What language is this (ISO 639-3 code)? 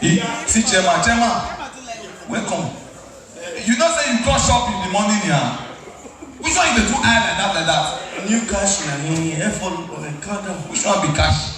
pcm